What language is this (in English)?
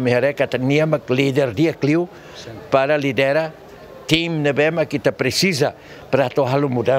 Tetum